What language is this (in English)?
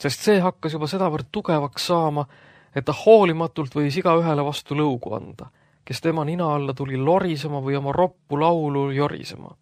Estonian